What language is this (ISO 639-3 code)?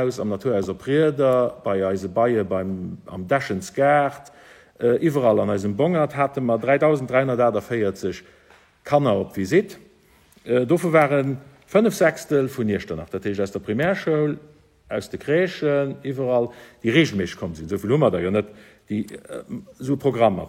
ltz